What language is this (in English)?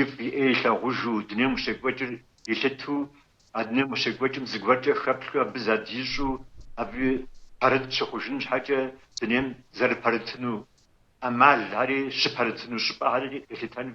Kabardian